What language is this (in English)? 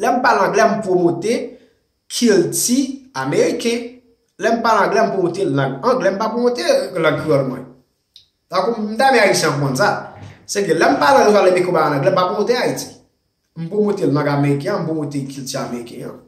Haitian Creole